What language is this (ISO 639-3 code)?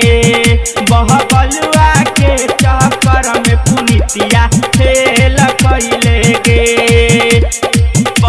bho